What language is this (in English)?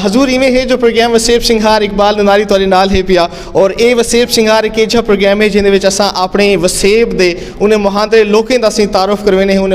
Saraiki